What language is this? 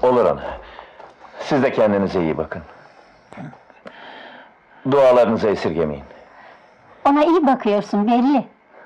Turkish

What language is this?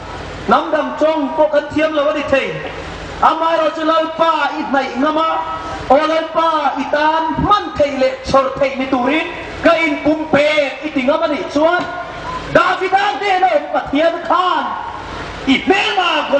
Hmar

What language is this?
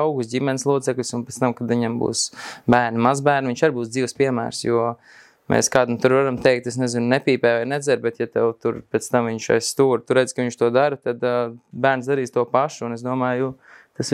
Latvian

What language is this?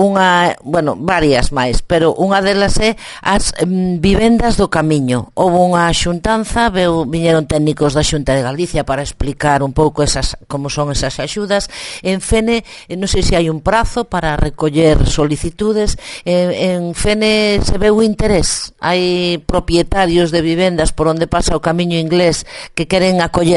Galician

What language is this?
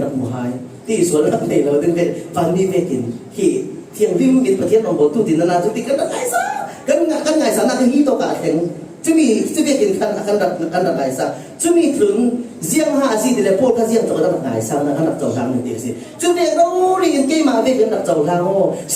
Falam Chin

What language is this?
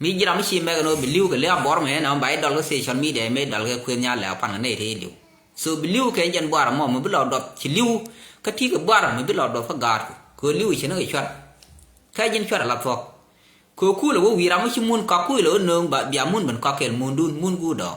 Nuer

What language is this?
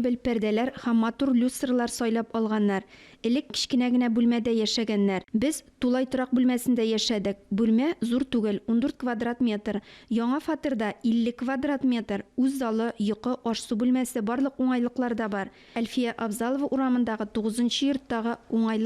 Tatar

